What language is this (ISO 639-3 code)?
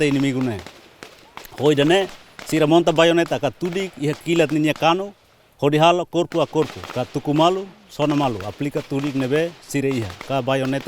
tet